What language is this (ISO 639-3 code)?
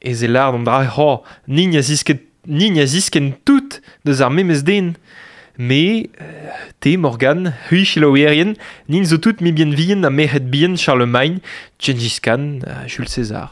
bre